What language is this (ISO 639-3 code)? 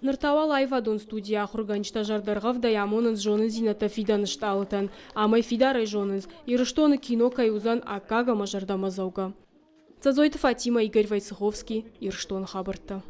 oss